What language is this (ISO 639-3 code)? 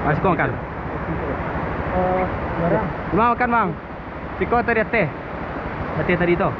min